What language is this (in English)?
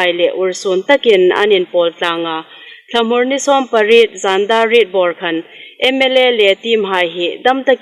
Hmar